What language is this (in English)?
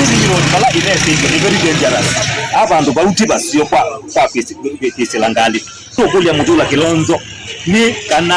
Kamba